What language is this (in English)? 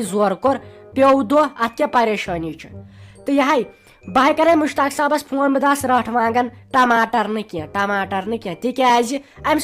Kashmiri